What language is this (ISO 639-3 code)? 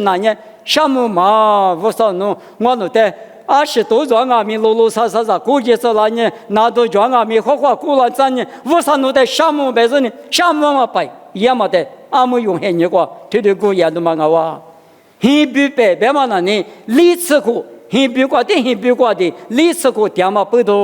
lis